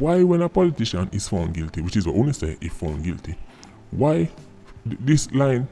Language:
Jamaican Creole English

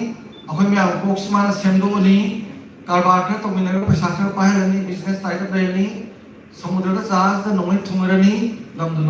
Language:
Manipuri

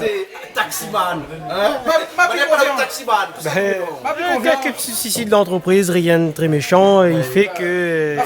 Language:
Réunion Creole French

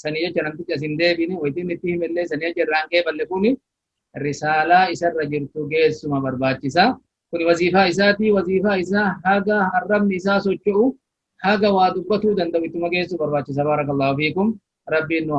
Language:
Oromo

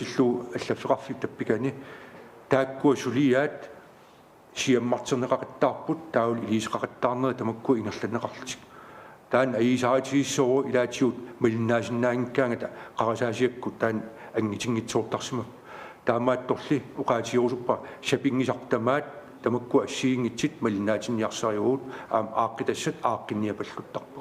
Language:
Kalaallisut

